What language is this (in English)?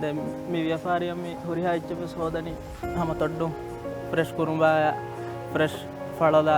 Divehi